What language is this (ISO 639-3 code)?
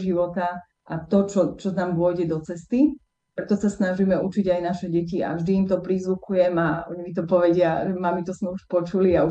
slk